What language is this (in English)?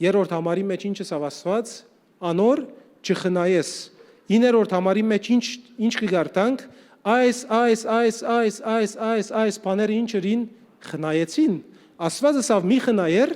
Western Armenian